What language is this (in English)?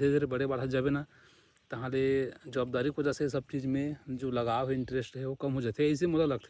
Chhattisgarhi